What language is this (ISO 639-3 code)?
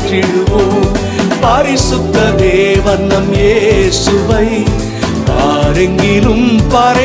tam